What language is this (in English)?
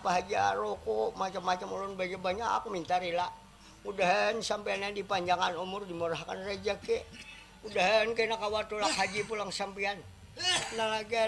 Banjar